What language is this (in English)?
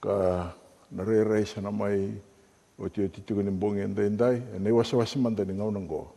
Fijian